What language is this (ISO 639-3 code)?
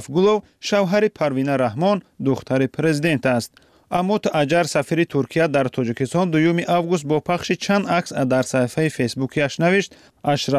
fas